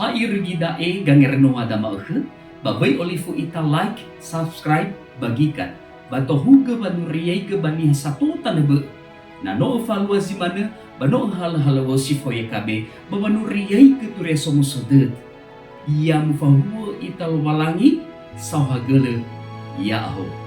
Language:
Nias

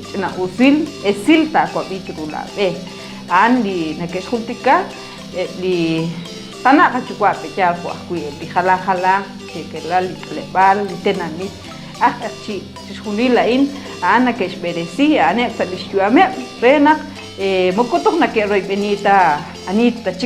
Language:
Kekchí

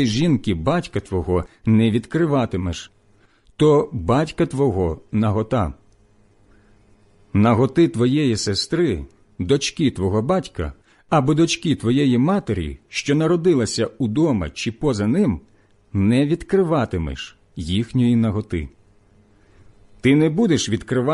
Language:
Ukrainian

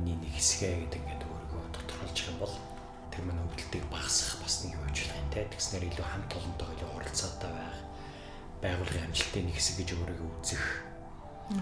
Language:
Mongolian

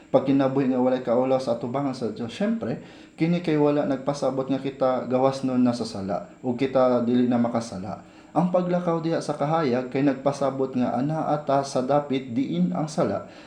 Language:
Cebuano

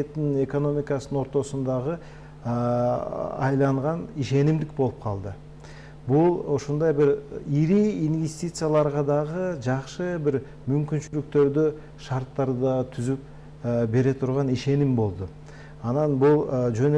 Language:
Kyrgyz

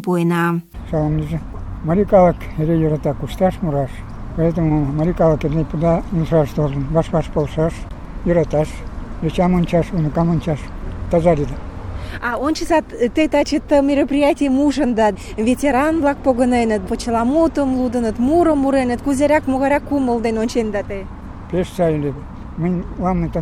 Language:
Mari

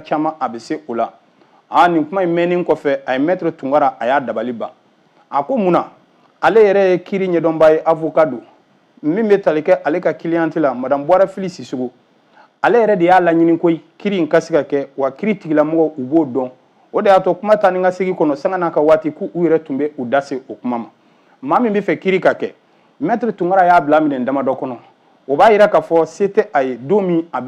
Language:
Bambara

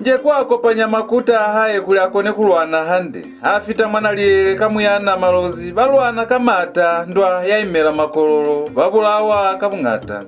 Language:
Lozi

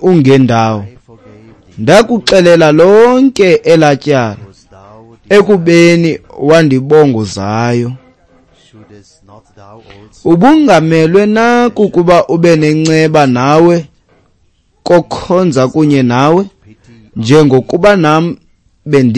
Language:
Xhosa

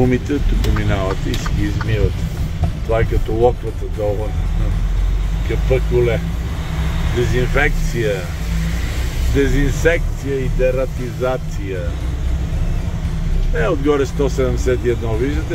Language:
Bulgarian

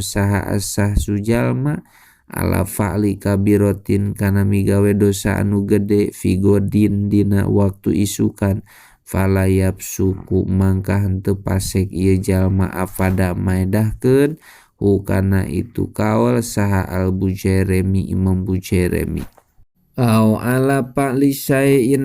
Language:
Sundanese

